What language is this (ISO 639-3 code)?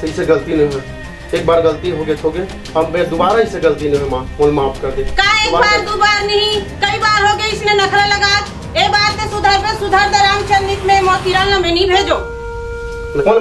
hne